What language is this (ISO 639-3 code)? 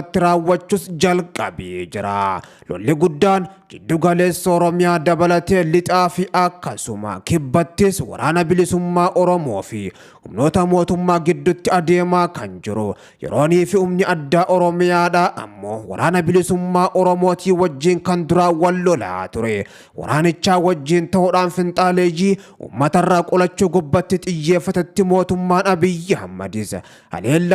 orm